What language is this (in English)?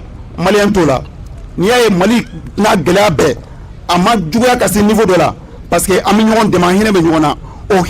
Bambara